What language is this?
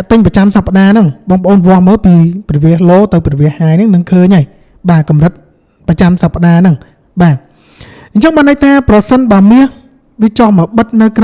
Khmer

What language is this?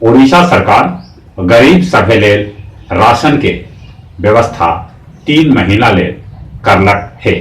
Magahi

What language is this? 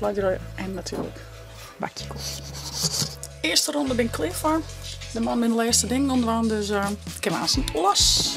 Western Frisian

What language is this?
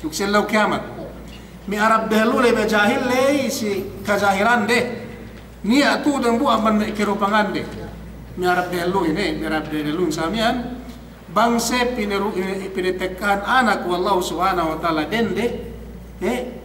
Yakan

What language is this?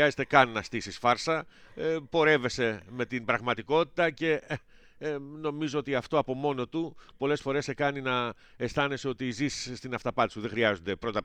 Greek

